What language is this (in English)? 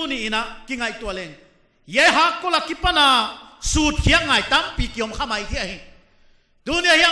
Paite Chin